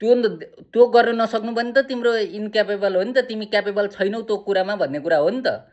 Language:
Nepali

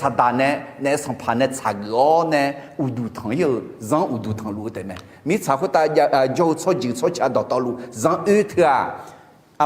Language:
Akha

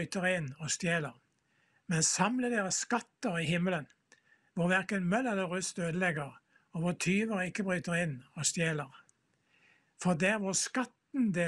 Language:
Norwegian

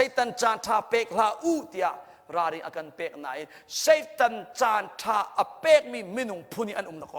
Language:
Hakha Chin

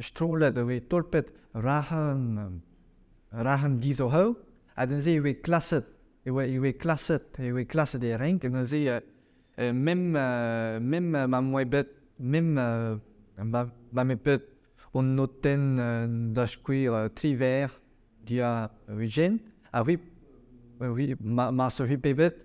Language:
Breton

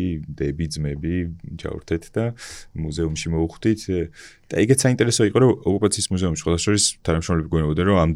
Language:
Georgian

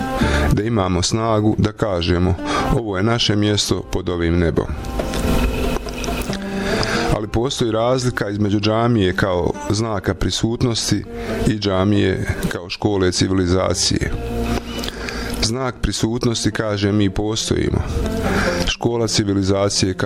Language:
Bosnian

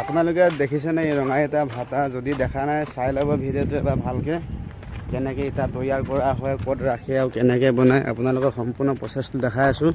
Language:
Assamese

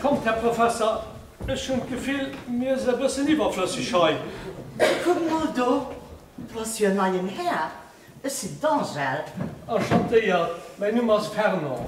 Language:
Luxembourgish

